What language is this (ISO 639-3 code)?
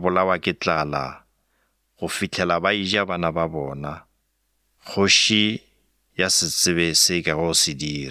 nso